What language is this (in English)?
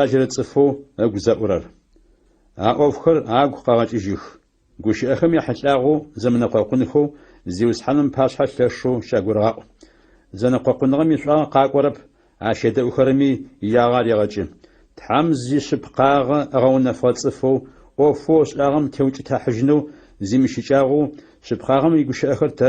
Adyghe